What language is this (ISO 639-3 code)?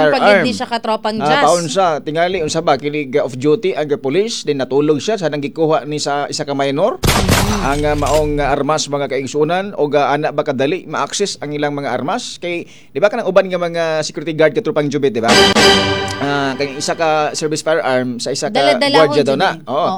ceb